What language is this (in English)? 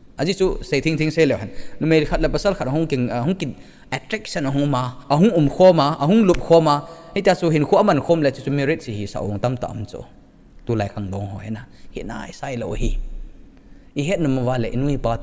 Thado Chin